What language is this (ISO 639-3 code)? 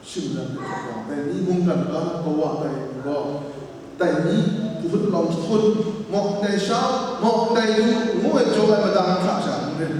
kac